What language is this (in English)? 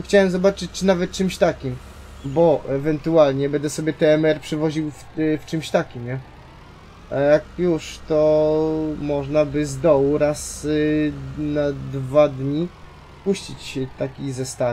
Polish